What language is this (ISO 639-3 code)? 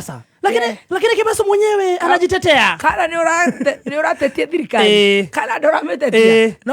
kik